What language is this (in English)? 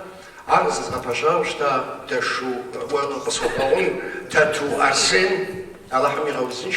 Kabardian